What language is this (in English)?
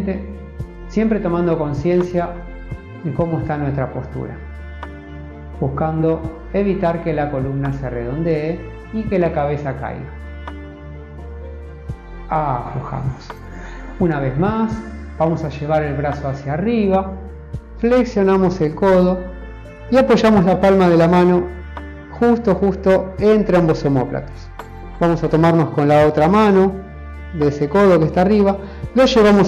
Spanish